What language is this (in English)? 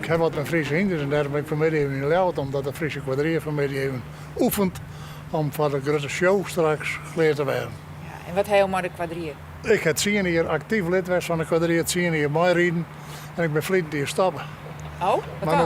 Western Frisian